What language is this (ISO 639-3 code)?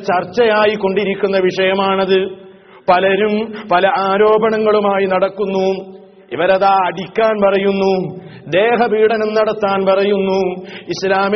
mal